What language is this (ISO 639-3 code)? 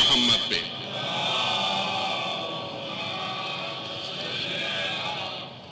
urd